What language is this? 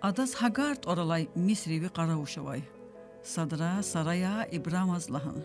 Lezghian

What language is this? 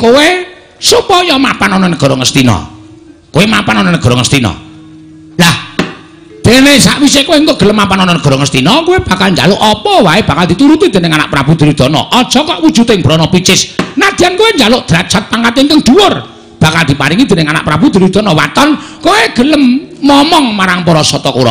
Javanese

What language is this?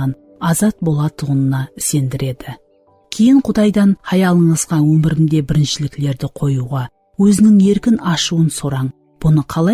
Kara-Kalpak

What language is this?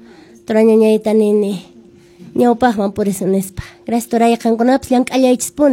Quechua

